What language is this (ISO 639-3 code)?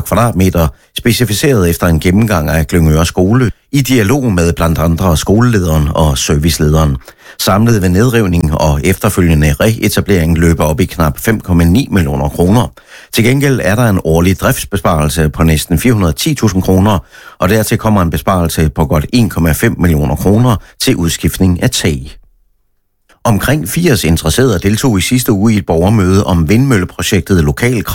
dan